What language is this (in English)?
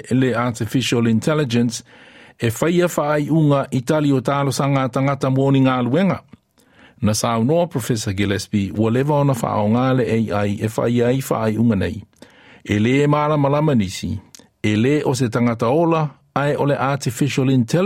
Samoan